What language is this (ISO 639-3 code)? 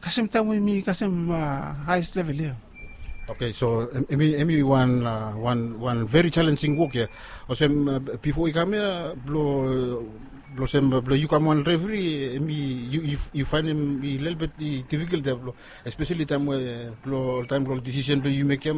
bis